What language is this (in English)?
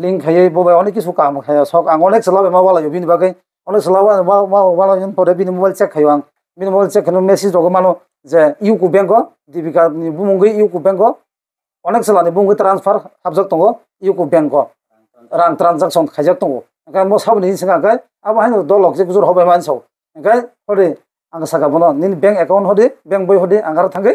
Kok Borok